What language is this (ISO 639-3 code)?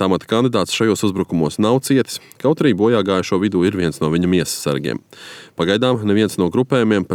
lav